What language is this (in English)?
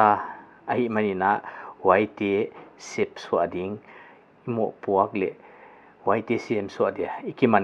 Paite Chin